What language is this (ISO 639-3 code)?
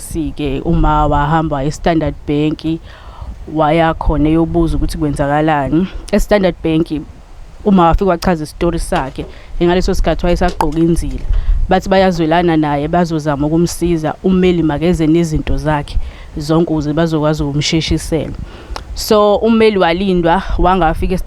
zul